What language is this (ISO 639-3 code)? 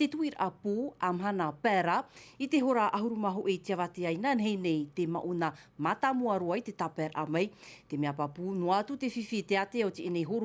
tah